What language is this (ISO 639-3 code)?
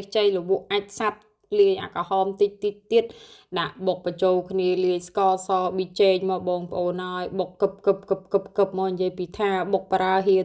khm